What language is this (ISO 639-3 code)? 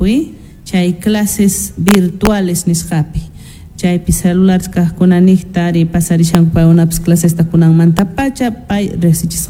que